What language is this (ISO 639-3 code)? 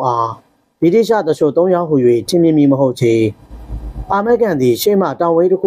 mya